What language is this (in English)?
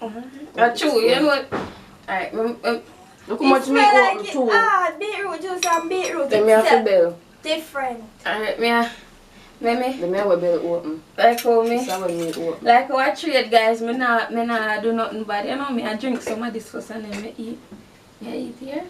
Jamaican Creole English